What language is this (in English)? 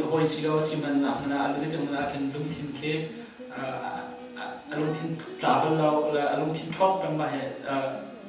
Hakha Chin